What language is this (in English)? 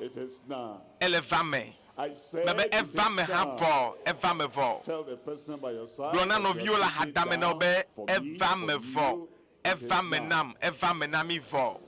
Ewe